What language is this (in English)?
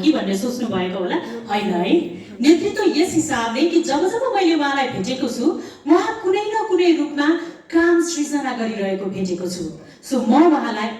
Nepali